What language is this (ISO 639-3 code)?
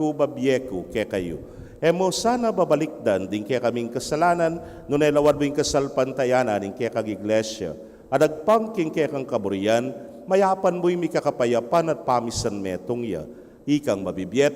pam